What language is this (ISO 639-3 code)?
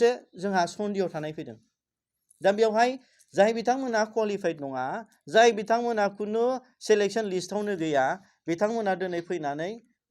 brx